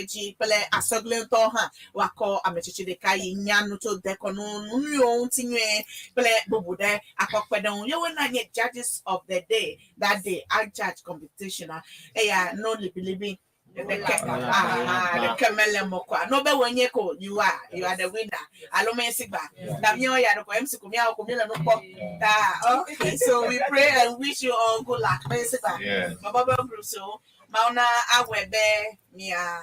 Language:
Ewe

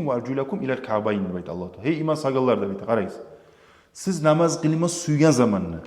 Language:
Kumyk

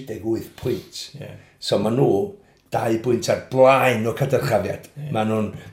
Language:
Welsh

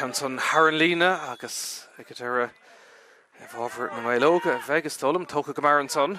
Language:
Irish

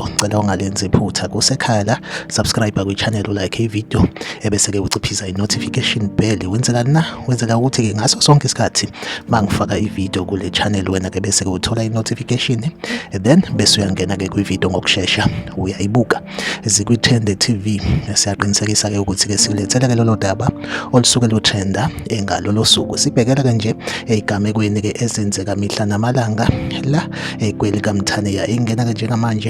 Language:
Zulu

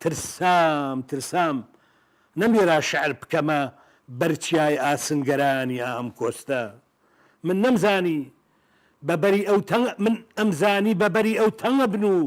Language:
Central Kurdish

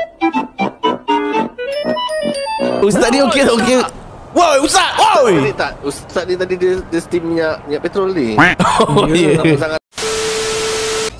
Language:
Malay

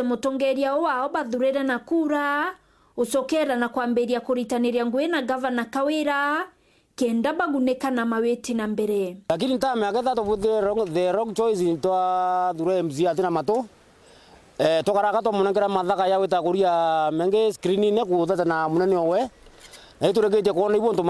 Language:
Meru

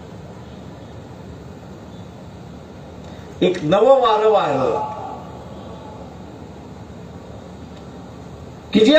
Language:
Marathi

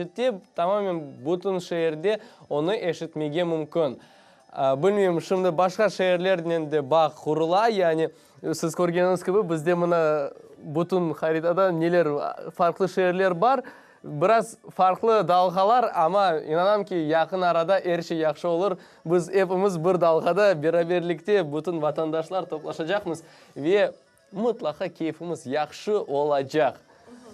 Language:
Crimean Tatar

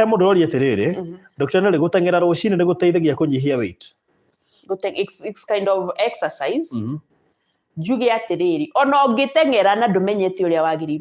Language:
Kikuyu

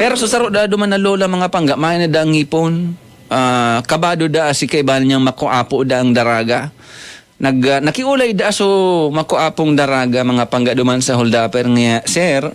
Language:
Bikol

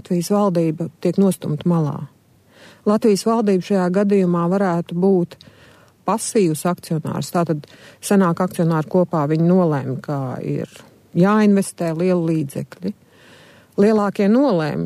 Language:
Latvian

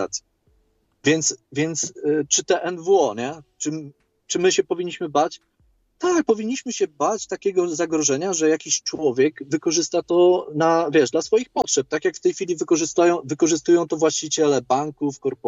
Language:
Polish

